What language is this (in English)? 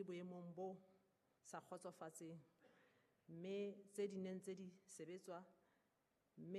Southern Sotho